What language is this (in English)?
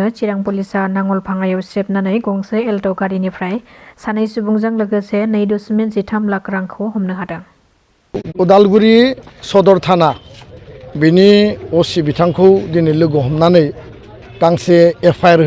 Bodo